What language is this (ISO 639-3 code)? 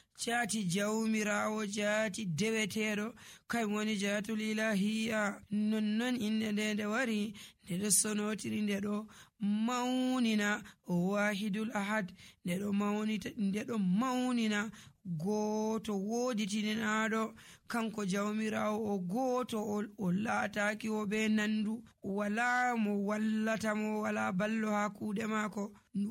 fuv